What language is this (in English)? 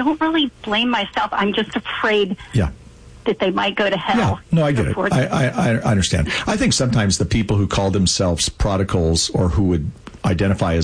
English